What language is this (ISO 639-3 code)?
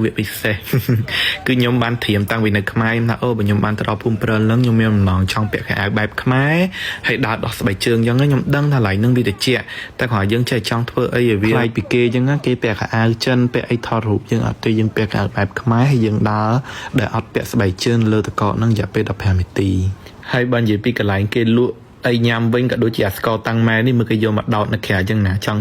khm